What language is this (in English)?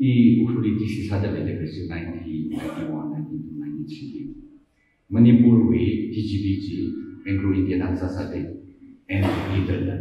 Tangkhul Naga (India)